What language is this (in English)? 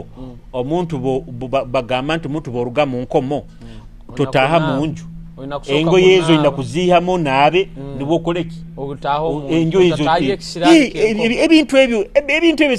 Nyoro